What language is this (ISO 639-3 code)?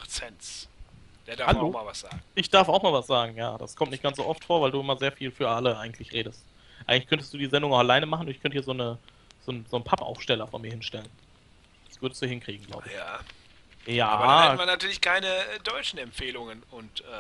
deu